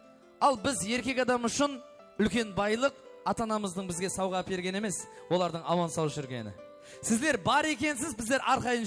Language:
Kara-Kalpak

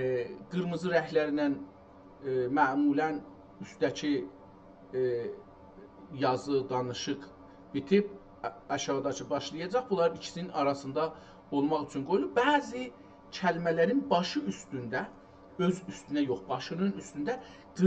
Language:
South Azerbaijani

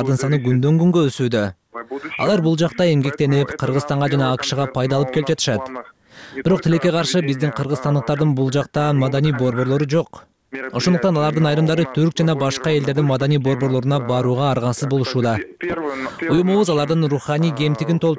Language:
Kyrgyz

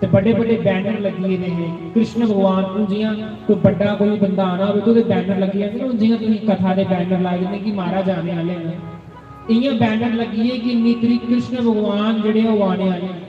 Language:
Dogri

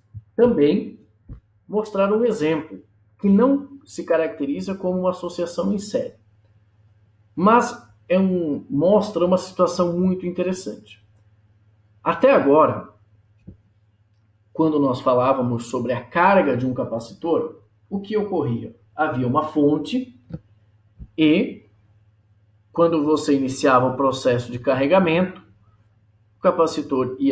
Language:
Portuguese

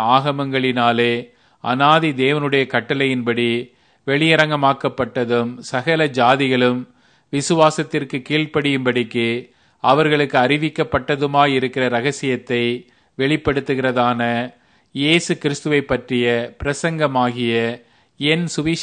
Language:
Tamil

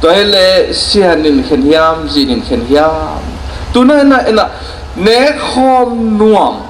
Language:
Tedim Chin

